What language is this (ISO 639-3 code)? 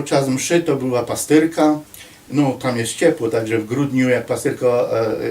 szl